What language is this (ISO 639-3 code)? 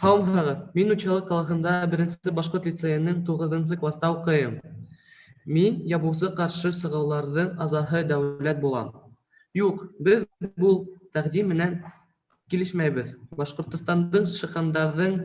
bak